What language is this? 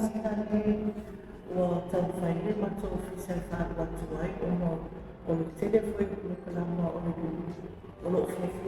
Samoan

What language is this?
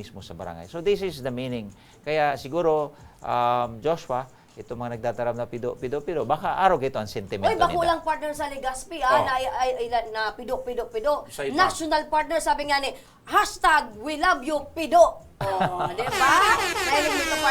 Bikol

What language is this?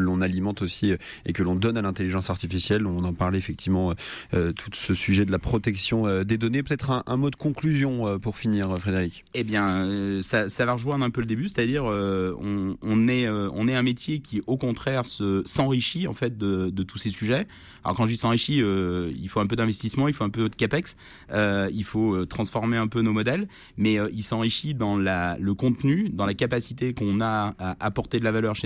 French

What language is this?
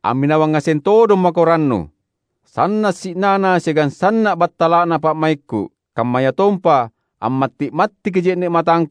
Makasar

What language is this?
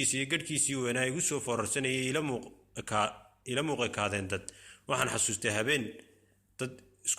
Somali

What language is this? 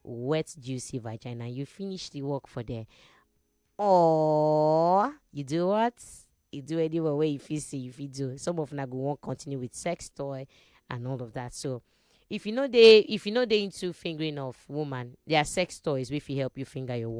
Nigerian Pidgin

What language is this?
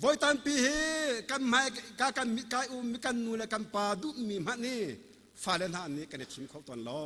Hakha Chin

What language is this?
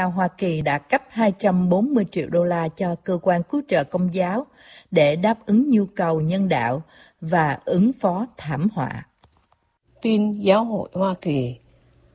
Vietnamese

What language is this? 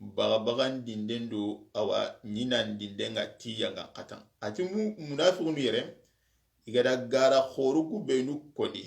Soninke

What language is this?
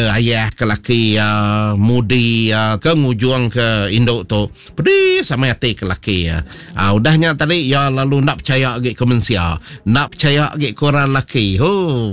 Iban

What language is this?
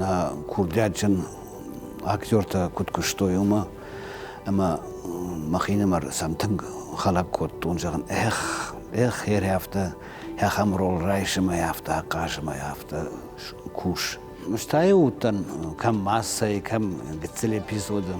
Ossetic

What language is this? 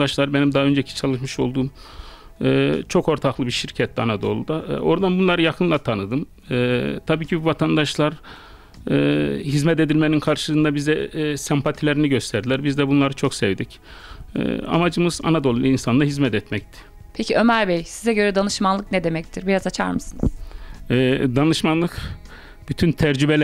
Turkish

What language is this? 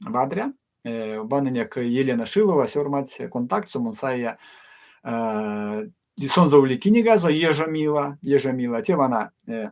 Erzya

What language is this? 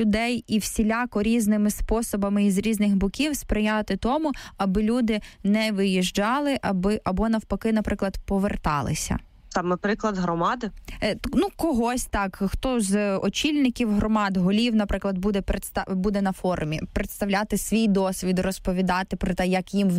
Ukrainian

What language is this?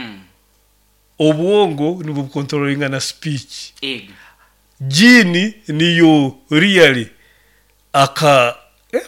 Nyoro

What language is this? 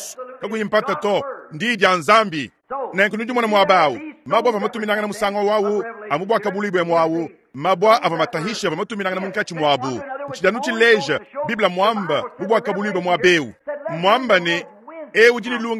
Luba-Lulua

